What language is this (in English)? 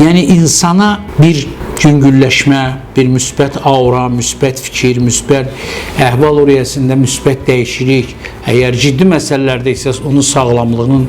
Azerbaijani